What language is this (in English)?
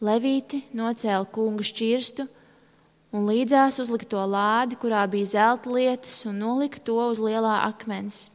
Latvian